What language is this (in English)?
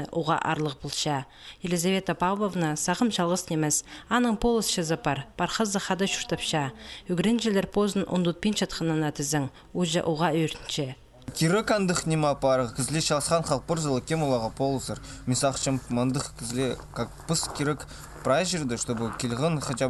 Khakas